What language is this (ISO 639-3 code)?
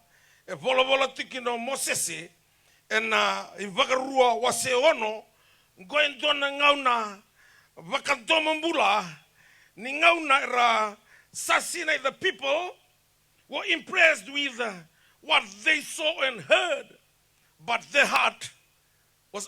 fij